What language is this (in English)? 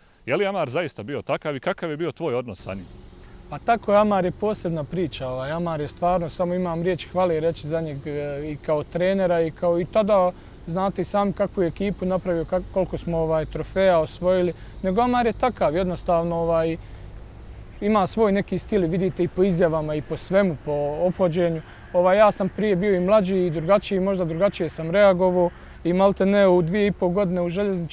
Bosnian